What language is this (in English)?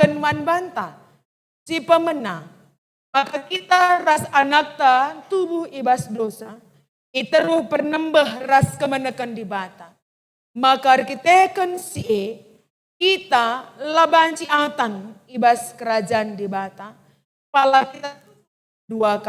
Batak Karo